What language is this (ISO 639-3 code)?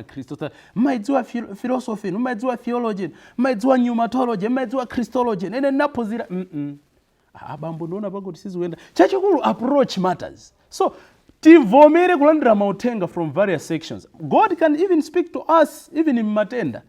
nya